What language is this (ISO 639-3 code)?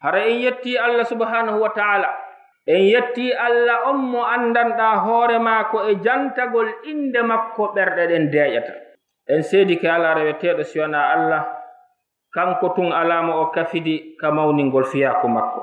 ful